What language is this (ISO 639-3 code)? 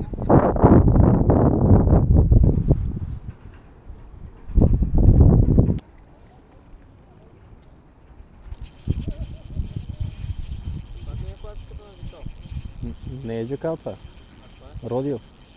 bul